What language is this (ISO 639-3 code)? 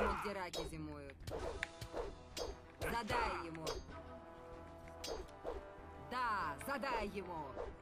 rus